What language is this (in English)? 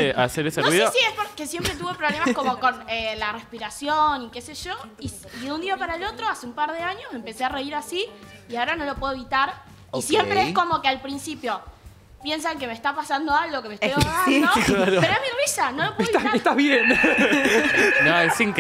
Spanish